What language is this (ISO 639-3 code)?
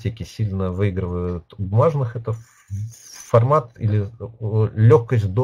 rus